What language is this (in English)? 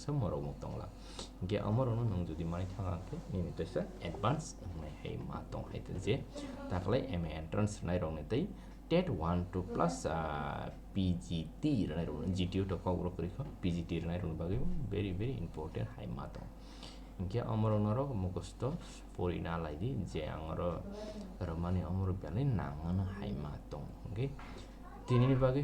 Kok Borok